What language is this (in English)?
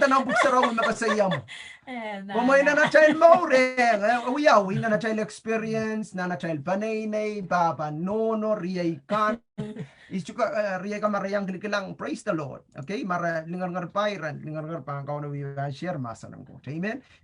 Pohnpeian